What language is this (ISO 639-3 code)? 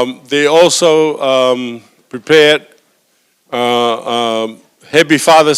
ton